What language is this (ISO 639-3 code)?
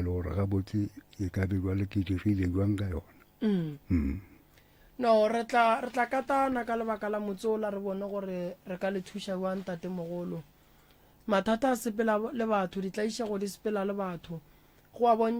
nso